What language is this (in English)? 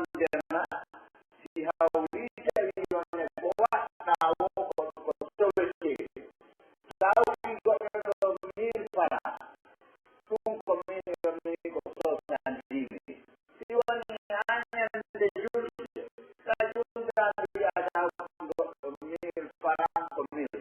Pular